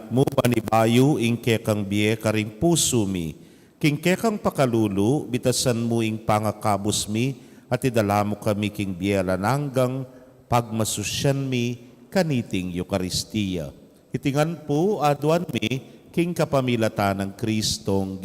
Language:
Pampanga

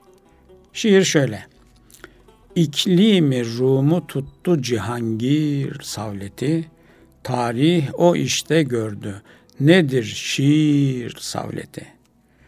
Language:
Turkish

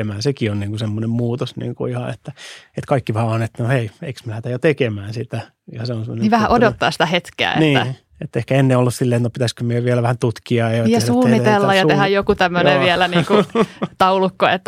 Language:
Finnish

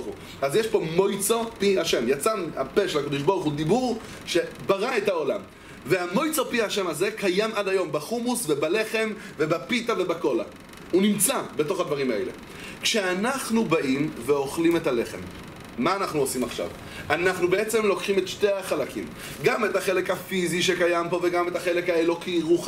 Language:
Hebrew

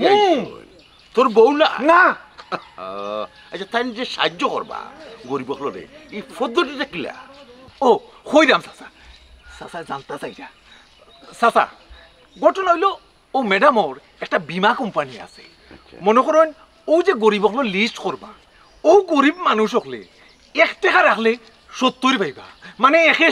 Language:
Sylheti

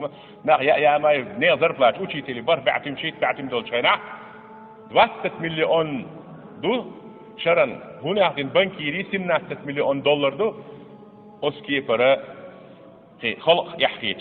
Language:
Chechen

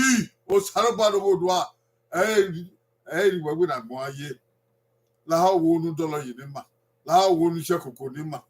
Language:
Bini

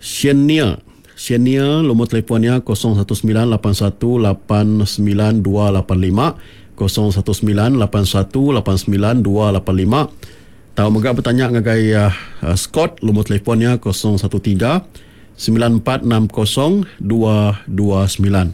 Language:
Iban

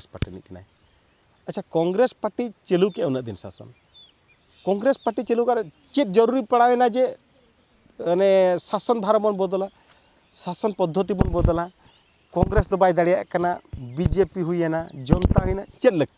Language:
Santali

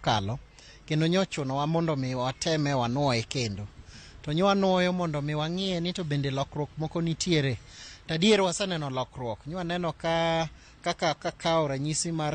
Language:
Luo (Kenya and Tanzania)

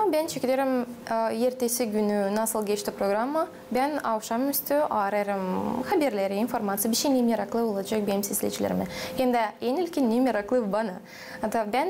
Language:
Gagauz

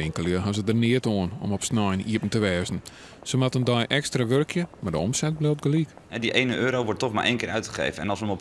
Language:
Western Frisian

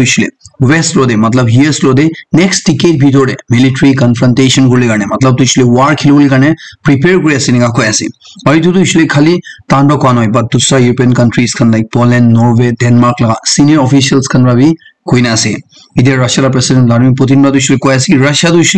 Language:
Naga Pidgin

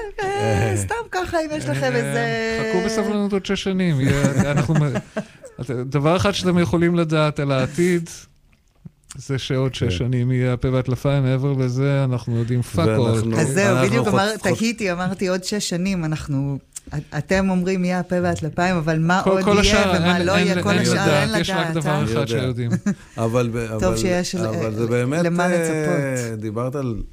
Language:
Hebrew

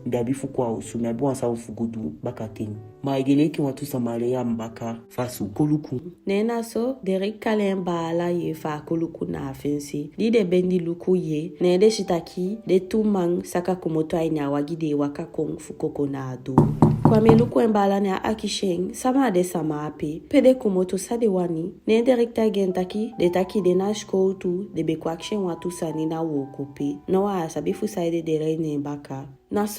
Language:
Eastern Maroon Creole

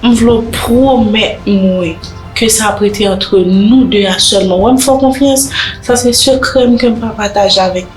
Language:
Haitian Creole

